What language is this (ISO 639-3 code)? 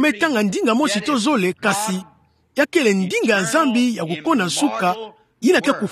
ktu